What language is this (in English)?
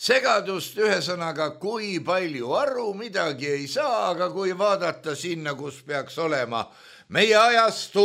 Estonian